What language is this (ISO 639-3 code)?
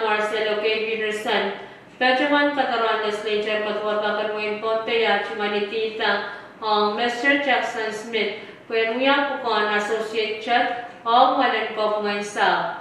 pon